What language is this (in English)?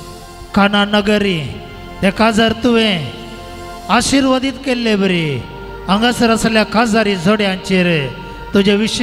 Konkani